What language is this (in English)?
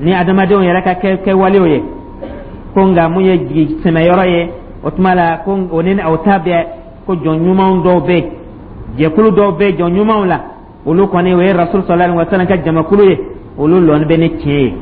Dyula